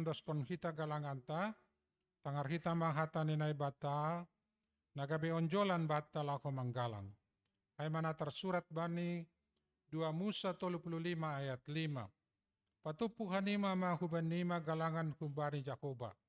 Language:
Batak Simalungun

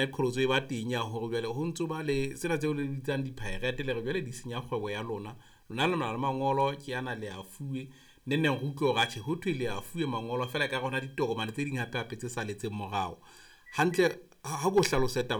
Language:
Southern Sotho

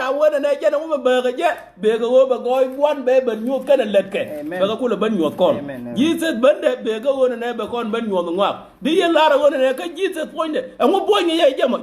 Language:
Nuer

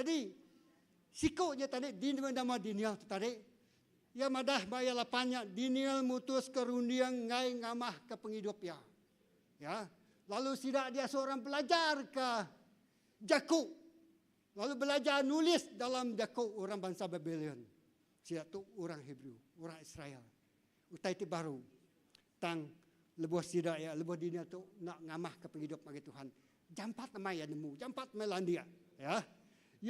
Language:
Iban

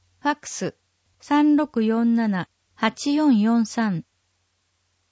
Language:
Japanese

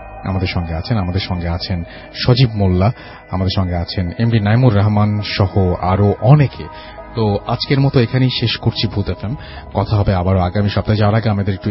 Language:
Bangla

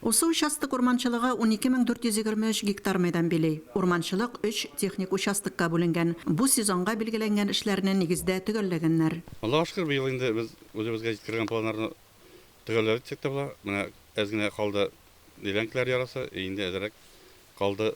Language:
Tatar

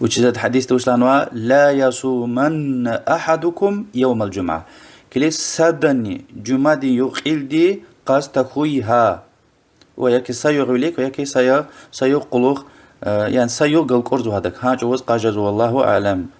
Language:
Lezghian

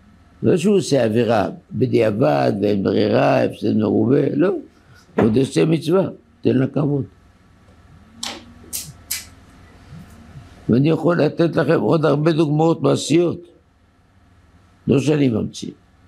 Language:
Hebrew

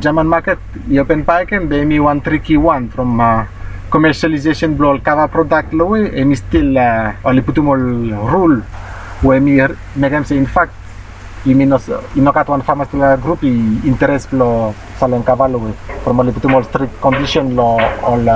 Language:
Bislama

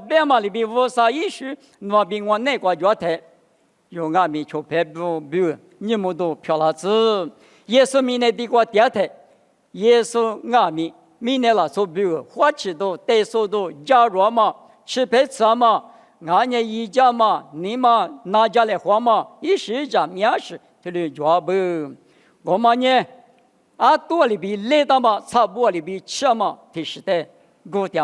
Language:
Lisu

